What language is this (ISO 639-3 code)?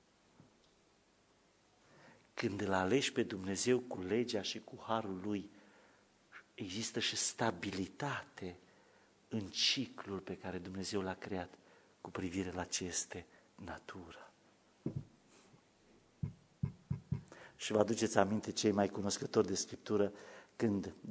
ron